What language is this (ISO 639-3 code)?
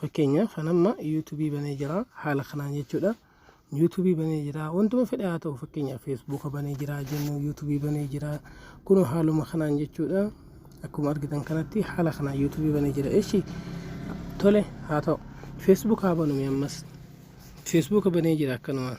orm